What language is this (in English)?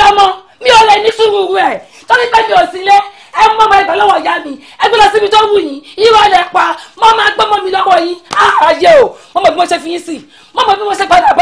Yoruba